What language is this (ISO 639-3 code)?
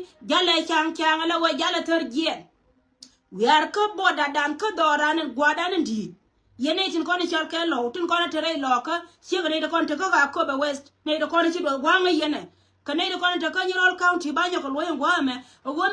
nus